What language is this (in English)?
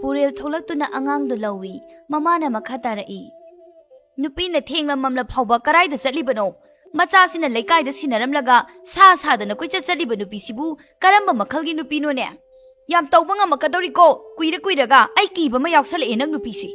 Manipuri